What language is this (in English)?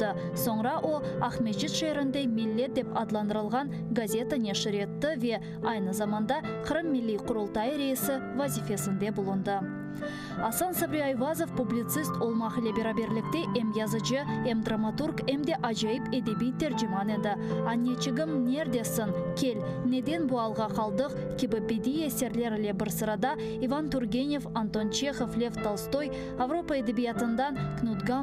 Crimean Tatar